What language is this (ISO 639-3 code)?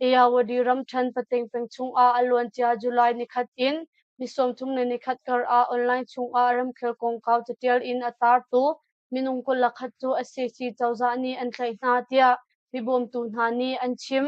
cnh